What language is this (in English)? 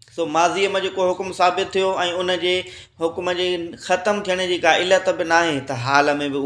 Sindhi